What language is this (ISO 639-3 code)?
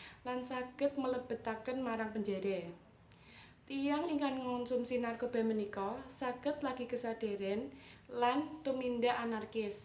jav